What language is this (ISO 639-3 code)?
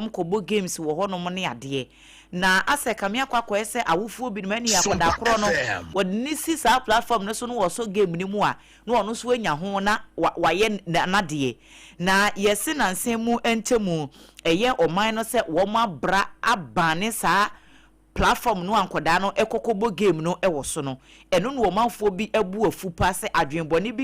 aka